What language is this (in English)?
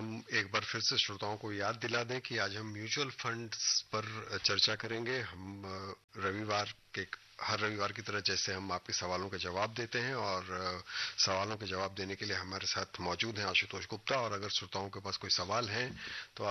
Hindi